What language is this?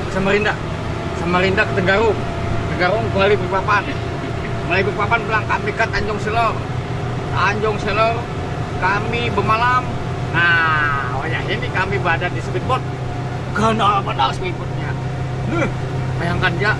Banjar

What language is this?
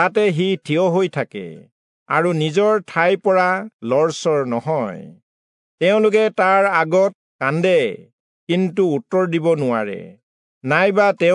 Assamese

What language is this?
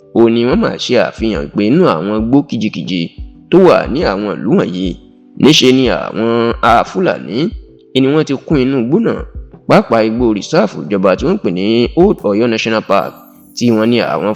Yoruba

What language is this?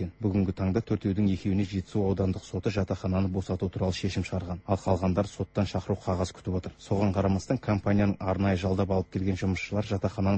Kazakh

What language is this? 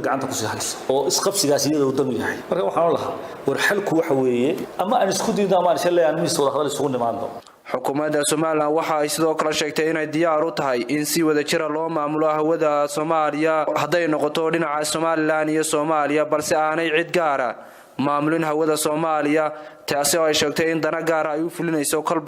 Somali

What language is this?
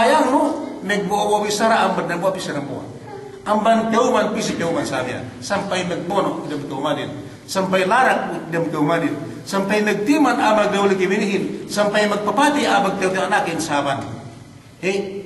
Yakan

